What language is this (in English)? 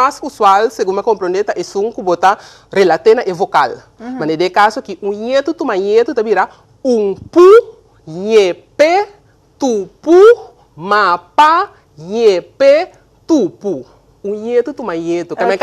Papiamento